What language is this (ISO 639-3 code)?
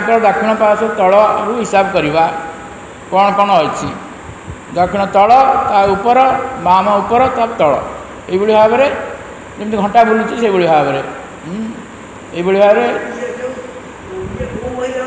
ori